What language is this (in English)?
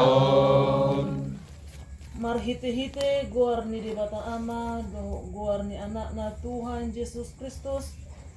Batak Toba